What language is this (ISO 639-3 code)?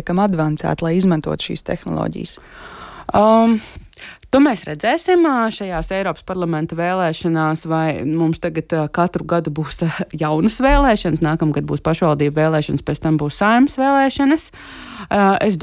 lav